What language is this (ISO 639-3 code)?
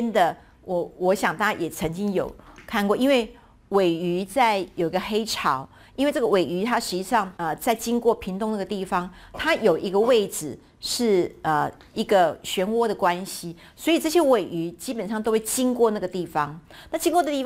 zho